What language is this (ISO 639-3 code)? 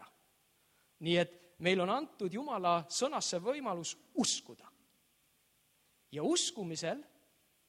est